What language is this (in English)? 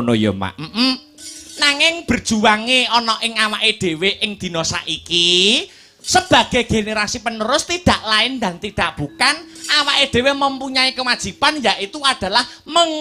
Javanese